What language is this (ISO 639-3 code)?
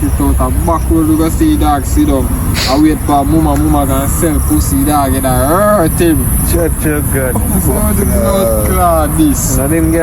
jam